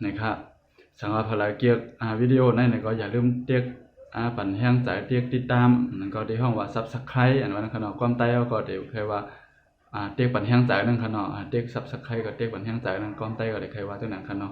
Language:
Shan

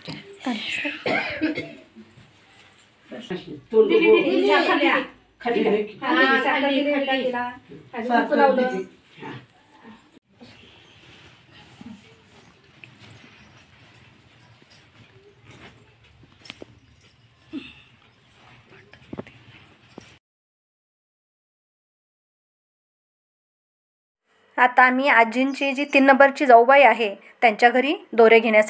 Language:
Marathi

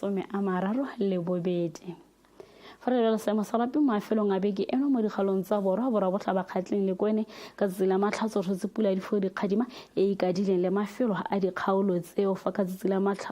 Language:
Tswana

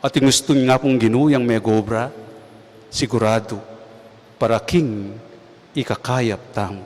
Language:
Pampanga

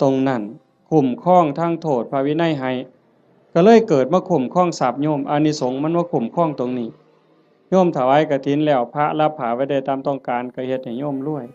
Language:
Northeastern Thai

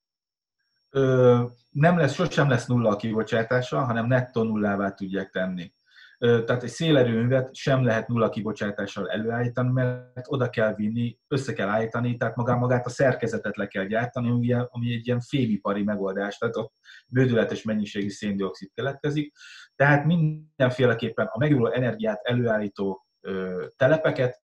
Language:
Hungarian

